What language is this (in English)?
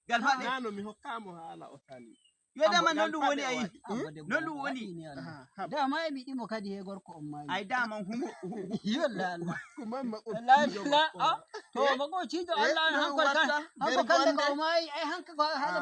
Nigerian Fulfulde